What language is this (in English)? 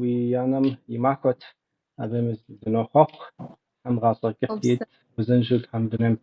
Kabardian